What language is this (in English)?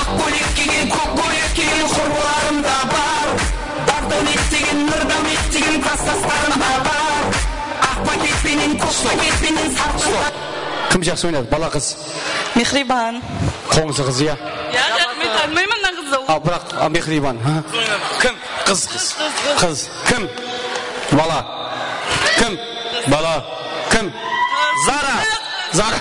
Kara-Kalpak